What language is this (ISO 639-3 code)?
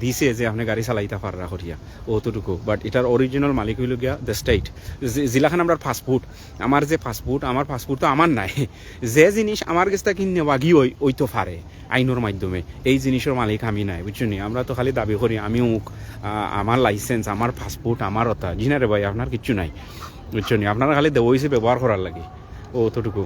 syl